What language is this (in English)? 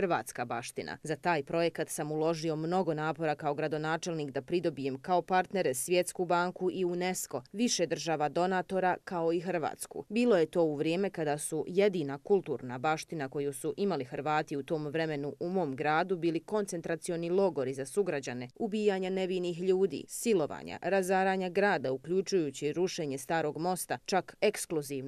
Bosnian